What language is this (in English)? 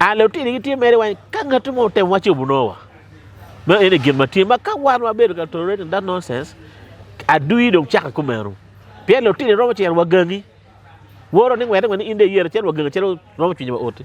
Acoli